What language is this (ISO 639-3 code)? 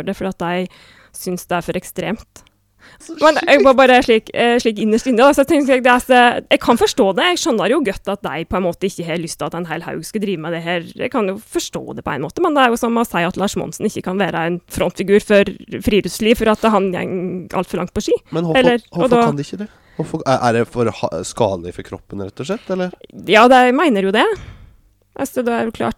nor